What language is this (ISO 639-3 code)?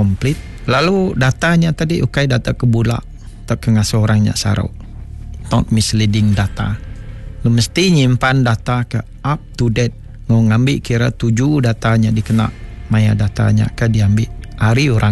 iba